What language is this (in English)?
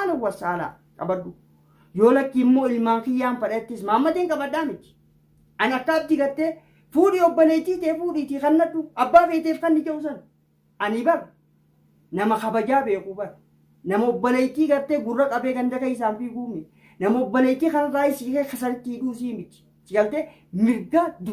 Oromo